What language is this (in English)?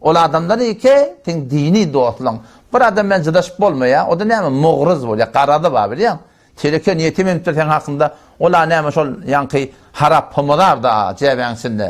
Turkmen